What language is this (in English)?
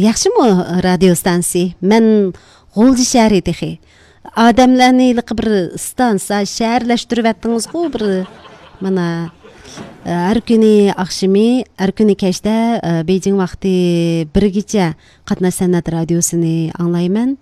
Uyghur